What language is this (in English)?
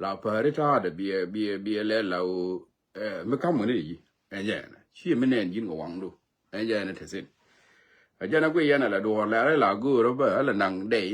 Nuer